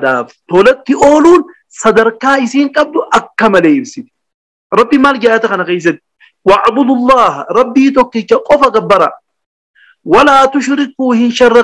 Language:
Oromo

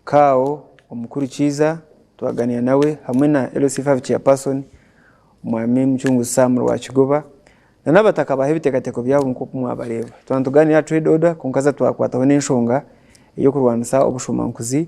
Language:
Nyankole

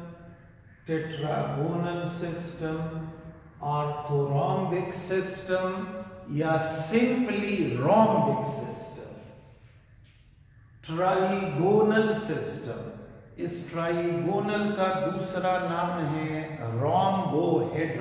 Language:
Hindi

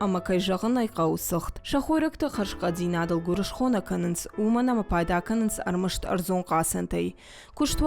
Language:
Ossetic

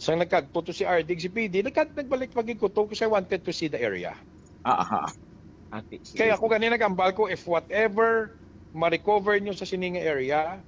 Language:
Hiligaynon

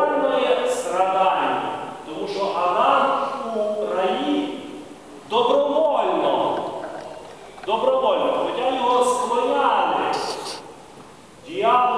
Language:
Ukrainian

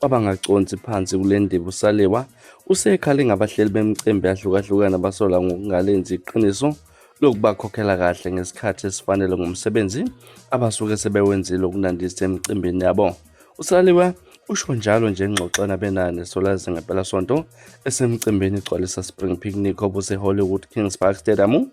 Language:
Zulu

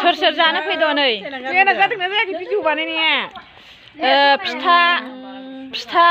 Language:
Bodo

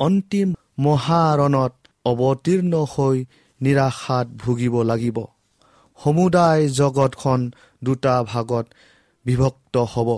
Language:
Assamese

